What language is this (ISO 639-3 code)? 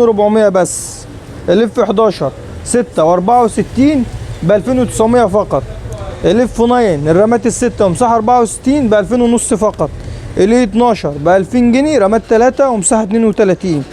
arz